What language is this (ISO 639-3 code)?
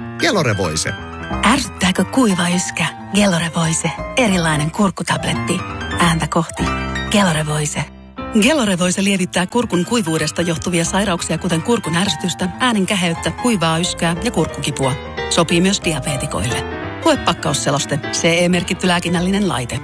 fin